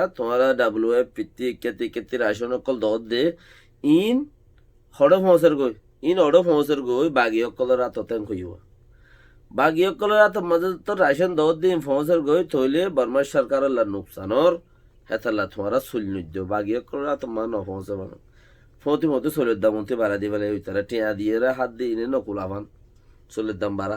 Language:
Rohingya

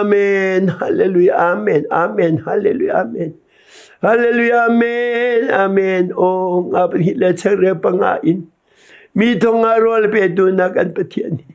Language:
Hakha Chin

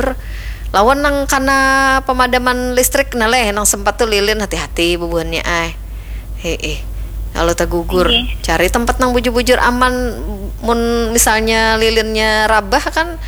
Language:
Banjar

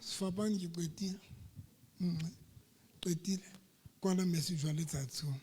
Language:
Southern Sotho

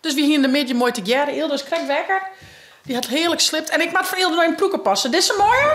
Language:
Western Frisian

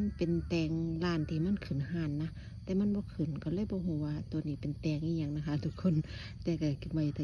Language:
Northeastern Thai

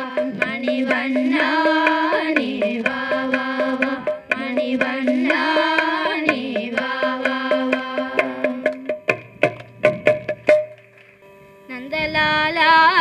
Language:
Tamil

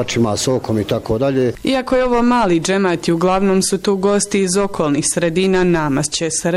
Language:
Bosnian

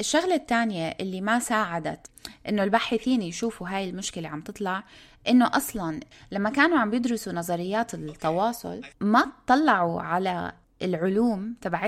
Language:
North Levantine Arabic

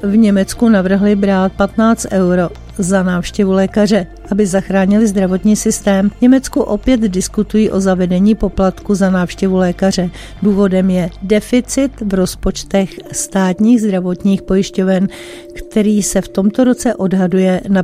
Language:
Czech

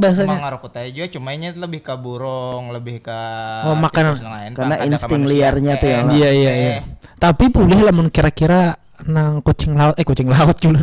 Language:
Banjar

